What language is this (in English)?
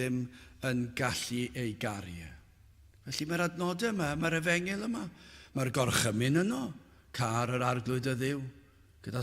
Welsh